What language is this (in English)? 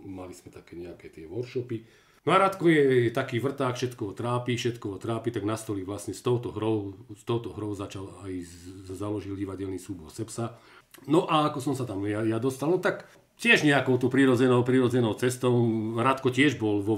Slovak